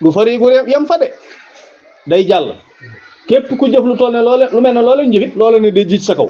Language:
Wolof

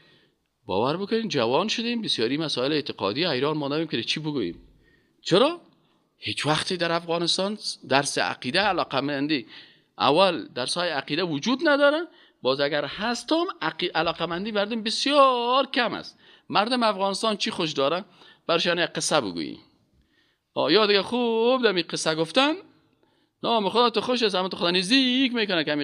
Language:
Persian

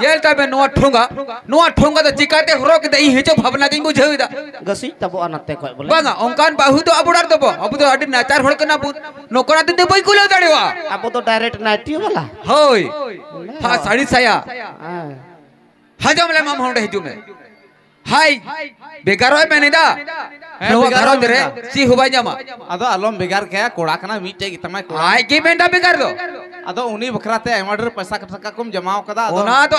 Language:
Santali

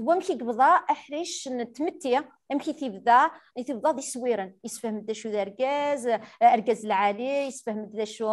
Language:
Kabyle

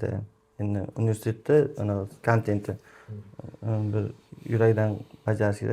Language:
Uzbek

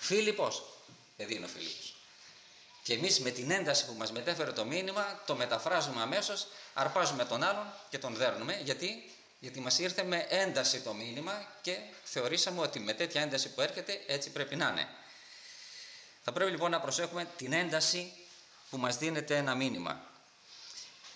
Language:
Greek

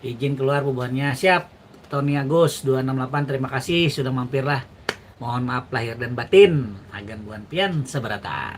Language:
Banjar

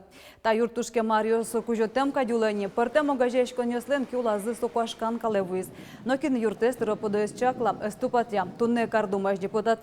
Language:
Udmurt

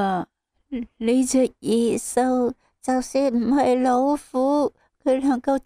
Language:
Cantonese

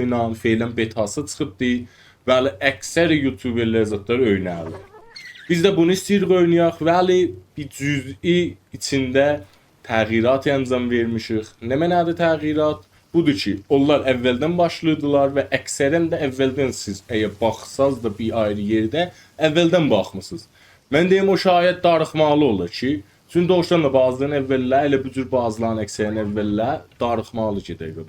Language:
South Azerbaijani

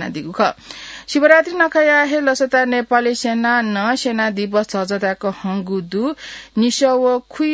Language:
Newari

